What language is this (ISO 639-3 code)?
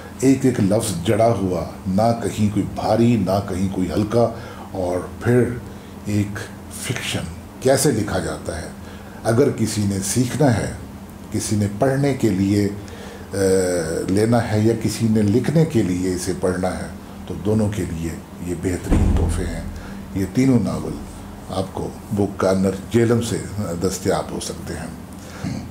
urd